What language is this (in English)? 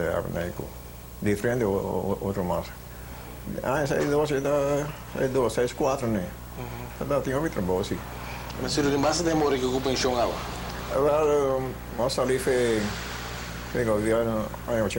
Papiamento